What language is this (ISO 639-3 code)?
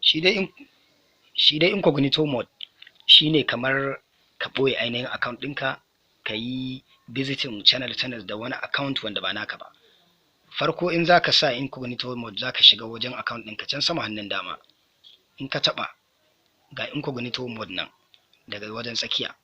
hau